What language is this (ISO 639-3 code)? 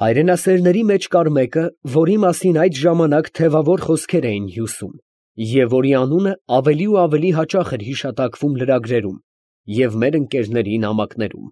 hye